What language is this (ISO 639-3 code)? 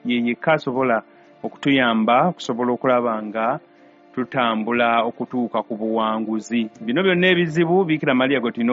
lug